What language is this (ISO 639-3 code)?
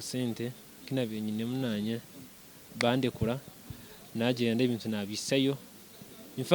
nyn